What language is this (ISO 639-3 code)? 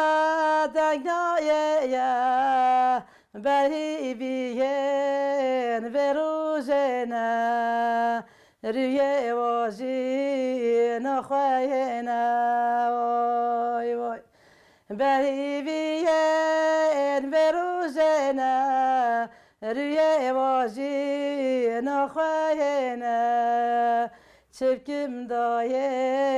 kur